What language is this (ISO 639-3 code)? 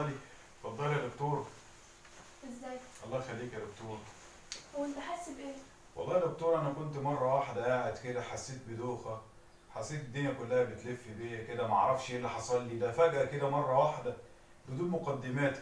arz